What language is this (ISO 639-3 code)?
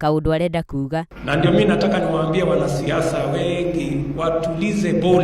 kik